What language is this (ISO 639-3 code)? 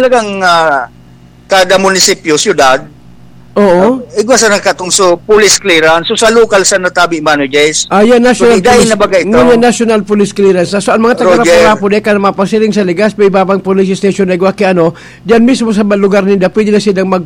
bik